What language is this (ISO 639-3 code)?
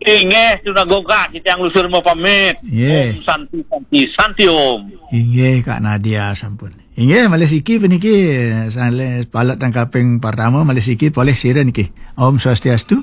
ban